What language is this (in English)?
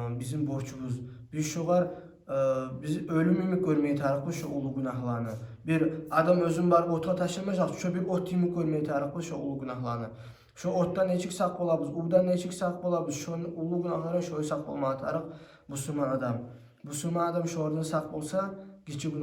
Kumyk